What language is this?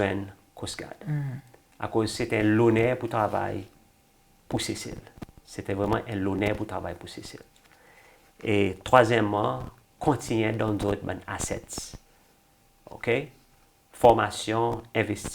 Seselwa Creole French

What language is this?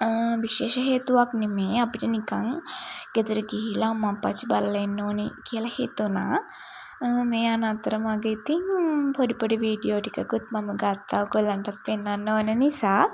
Sinhala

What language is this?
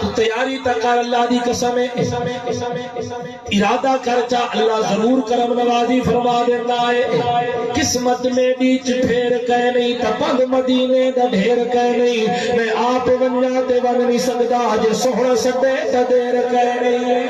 Saraiki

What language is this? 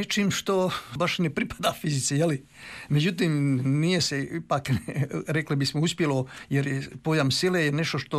Croatian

